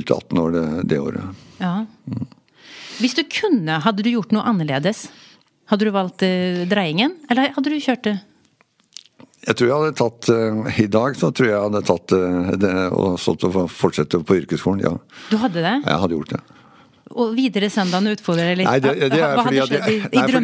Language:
Norwegian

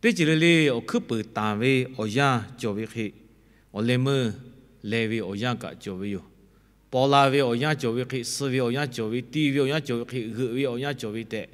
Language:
Lahu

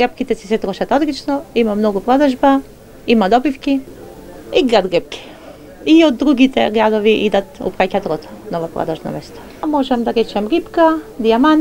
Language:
Macedonian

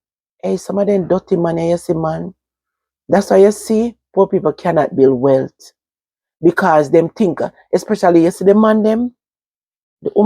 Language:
Jamaican Creole English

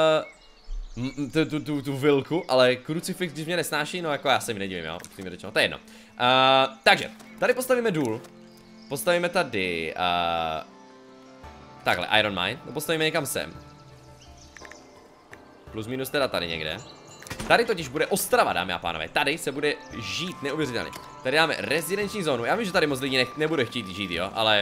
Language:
Czech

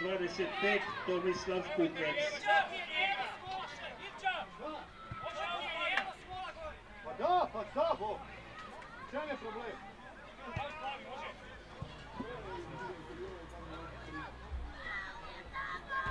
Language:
Croatian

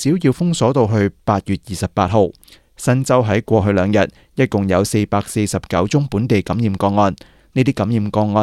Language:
Cantonese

